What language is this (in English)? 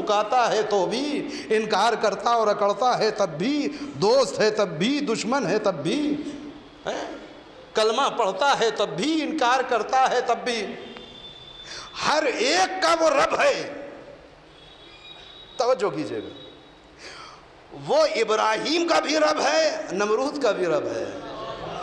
Urdu